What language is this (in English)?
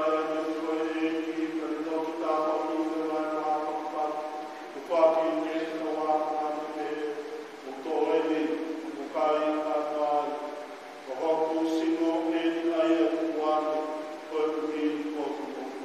Tongan